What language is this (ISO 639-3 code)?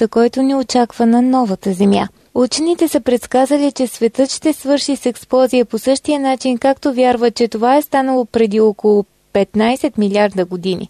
bul